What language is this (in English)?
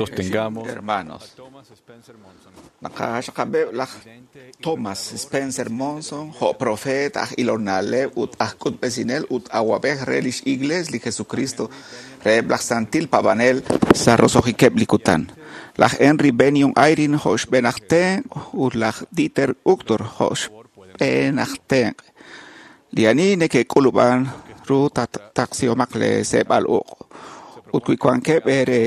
Kekchí